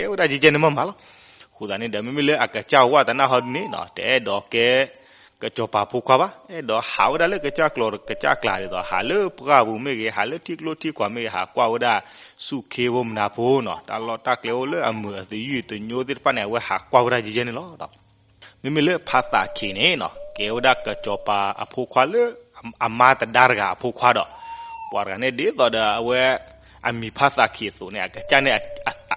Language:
S'gaw Karen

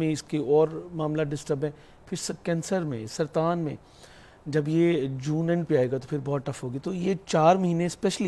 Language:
Urdu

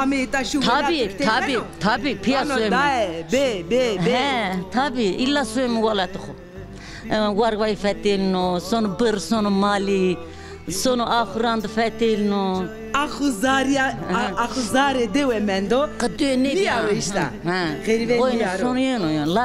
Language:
Zaza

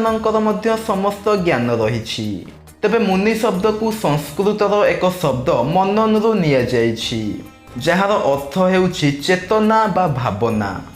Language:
Odia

